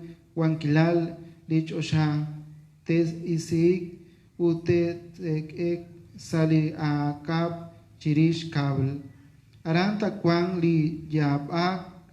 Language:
Kekchí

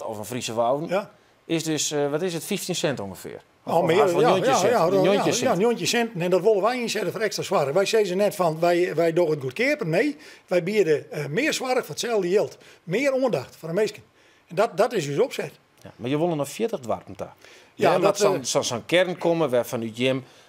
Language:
Western Frisian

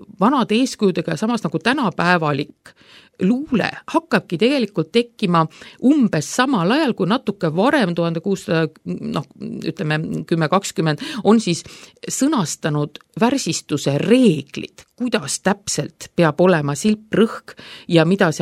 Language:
Estonian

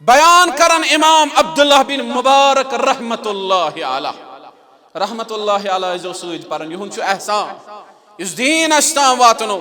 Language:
Kashmiri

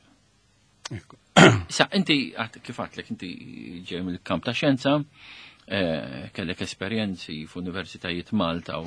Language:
Maltese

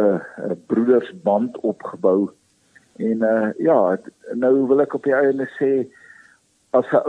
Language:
Afrikaans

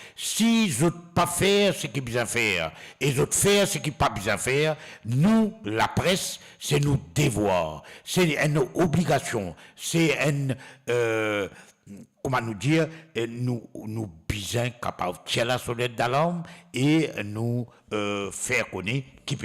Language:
Morisyen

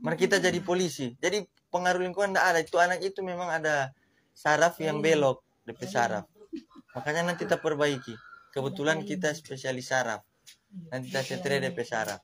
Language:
Manado Malay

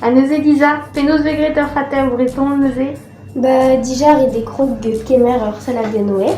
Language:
Breton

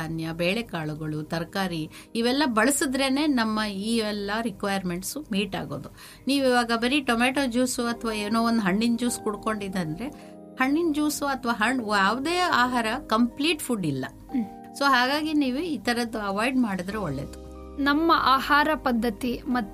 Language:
Kannada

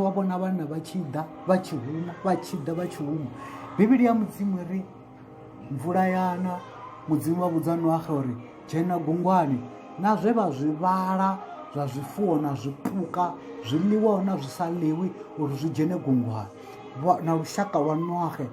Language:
Venda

